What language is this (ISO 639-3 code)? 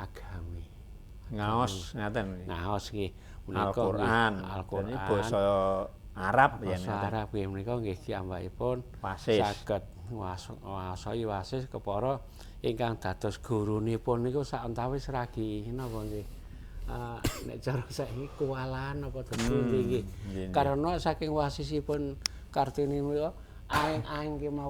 jav